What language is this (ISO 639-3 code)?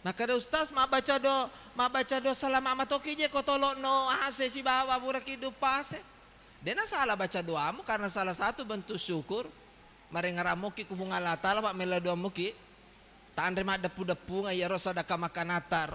bug